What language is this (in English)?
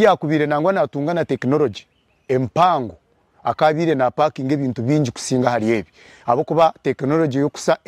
Nyankole